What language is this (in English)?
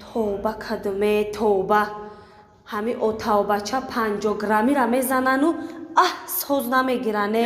Tajik